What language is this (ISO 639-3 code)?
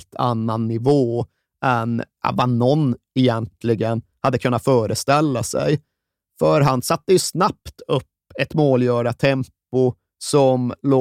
swe